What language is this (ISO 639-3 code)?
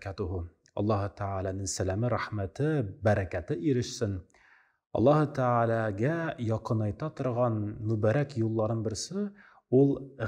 tat